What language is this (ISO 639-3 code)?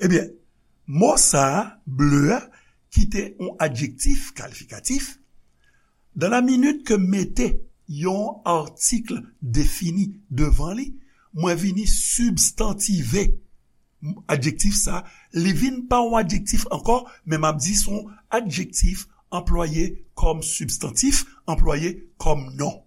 hat